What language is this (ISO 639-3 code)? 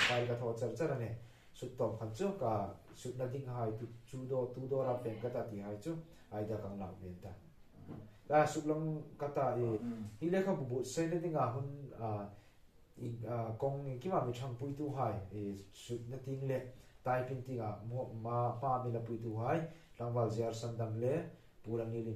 hmr